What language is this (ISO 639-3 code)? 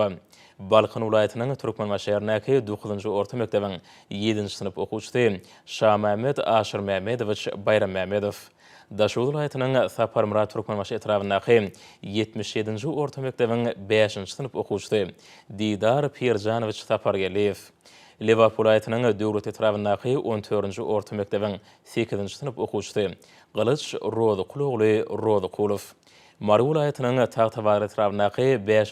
tuk